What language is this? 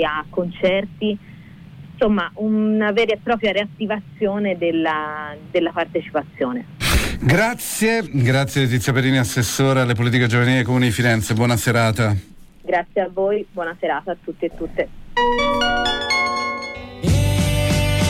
Italian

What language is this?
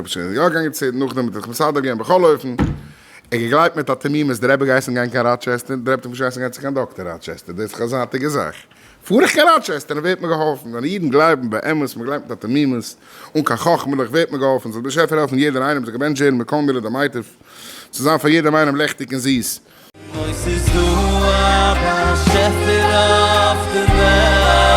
Yiddish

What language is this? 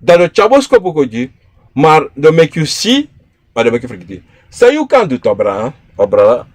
Sranan Tongo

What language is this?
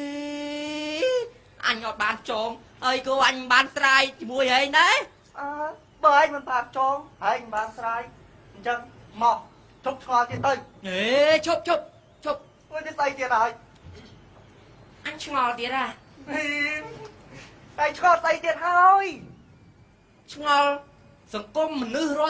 Khmer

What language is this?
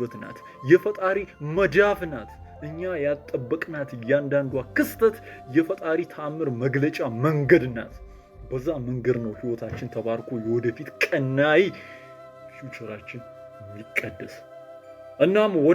Amharic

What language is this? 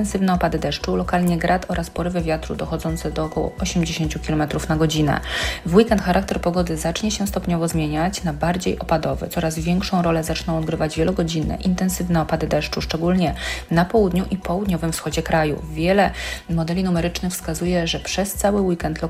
Polish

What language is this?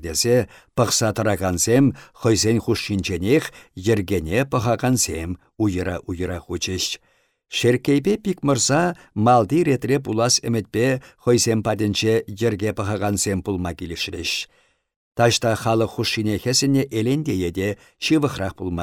Chuvash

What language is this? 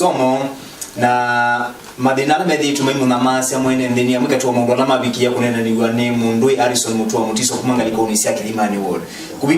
Kamba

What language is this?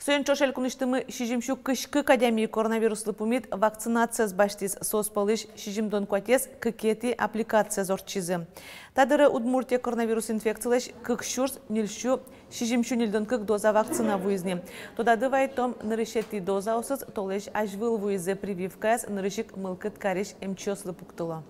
Udmurt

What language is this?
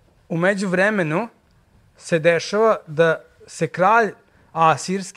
Serbian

